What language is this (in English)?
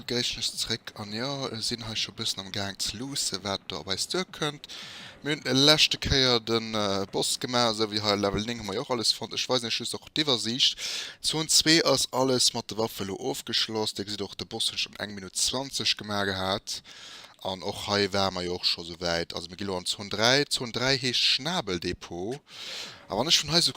Luxembourgish